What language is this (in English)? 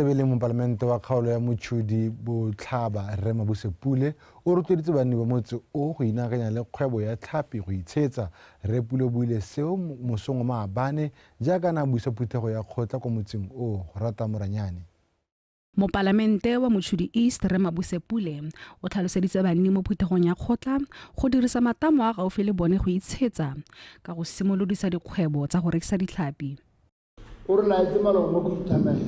Tswana